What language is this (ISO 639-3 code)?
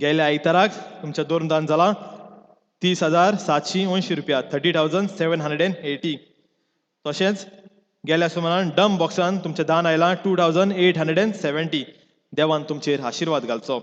kok